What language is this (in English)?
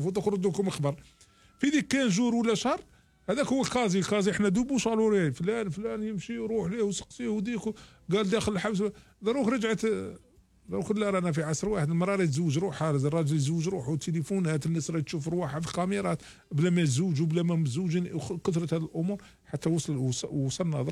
Algerian Arabic